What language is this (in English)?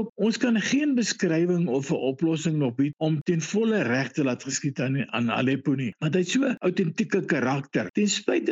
Afrikaans